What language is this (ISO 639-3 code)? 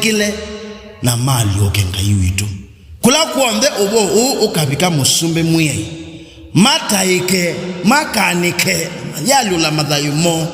kam